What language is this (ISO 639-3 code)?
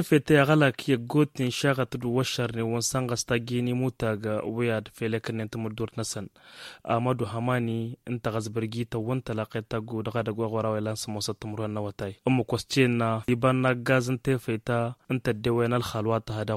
taq